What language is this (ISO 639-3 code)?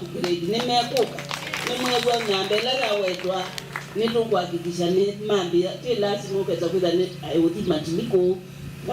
kam